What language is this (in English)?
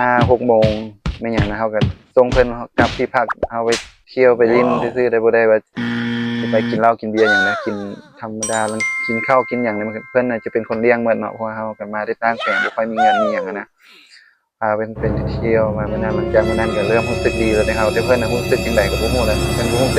Lao